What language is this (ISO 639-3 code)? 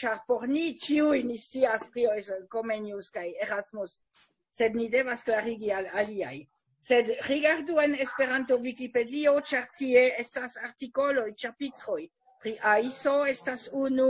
epo